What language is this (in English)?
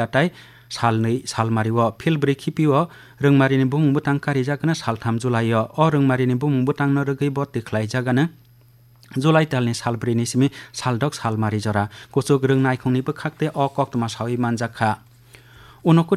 Kok Borok